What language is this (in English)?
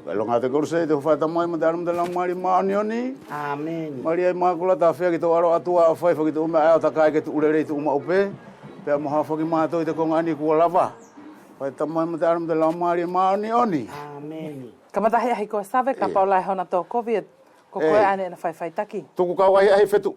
Wallisian